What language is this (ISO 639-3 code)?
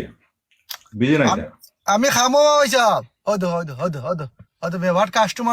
syl